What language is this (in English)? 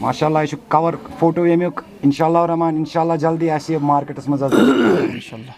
Kashmiri